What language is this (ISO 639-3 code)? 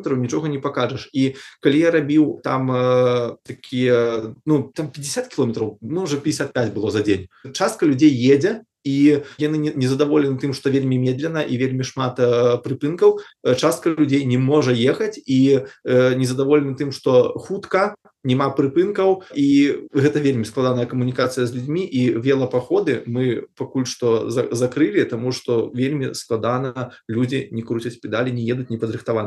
bel